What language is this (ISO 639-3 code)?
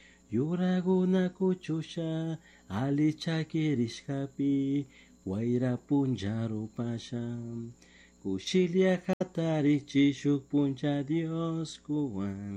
qug